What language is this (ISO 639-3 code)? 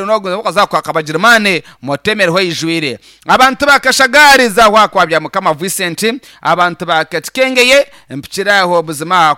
nyn